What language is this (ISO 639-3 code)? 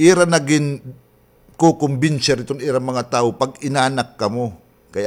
war